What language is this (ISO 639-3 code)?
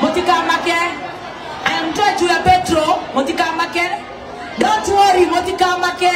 kik